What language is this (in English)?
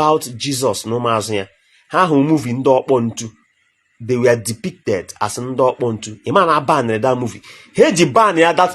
Igbo